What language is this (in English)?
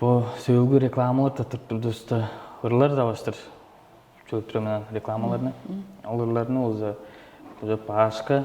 Tuvinian